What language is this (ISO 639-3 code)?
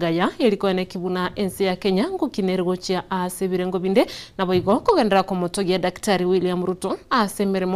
guz